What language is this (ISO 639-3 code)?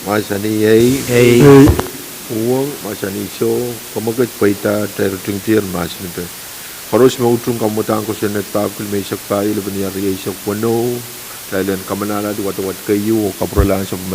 pon